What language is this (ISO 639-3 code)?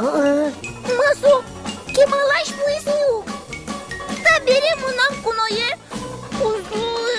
udm